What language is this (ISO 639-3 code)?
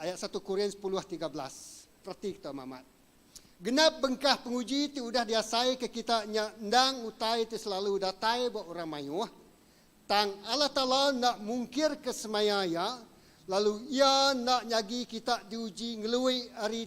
iba